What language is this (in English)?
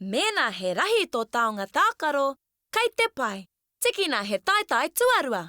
Māori